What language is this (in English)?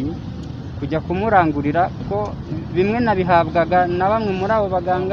Kinyarwanda